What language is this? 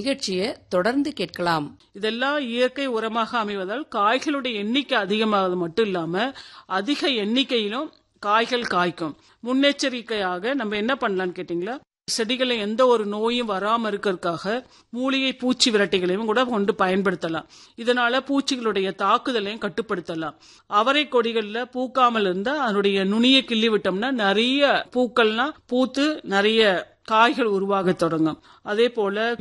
Tamil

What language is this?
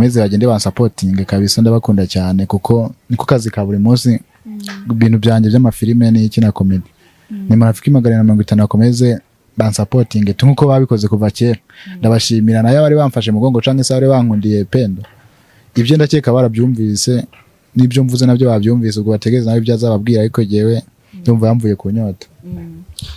Kinyarwanda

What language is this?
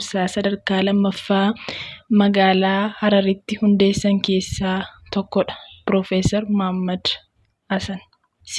Oromo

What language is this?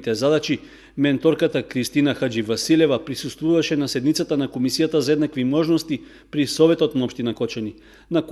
Macedonian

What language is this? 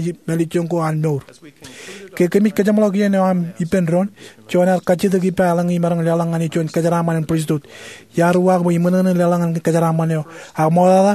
Marshallese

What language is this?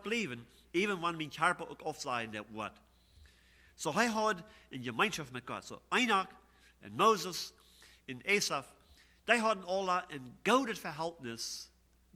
Plautdietsch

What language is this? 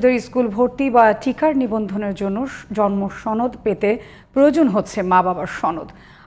Bangla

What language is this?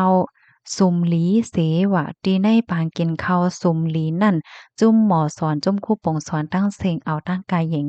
Shan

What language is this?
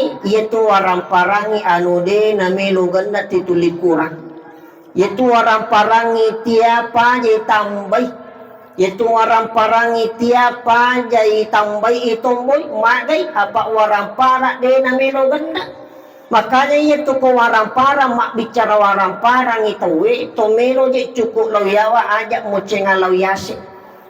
Buginese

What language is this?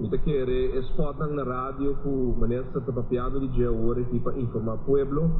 Papiamento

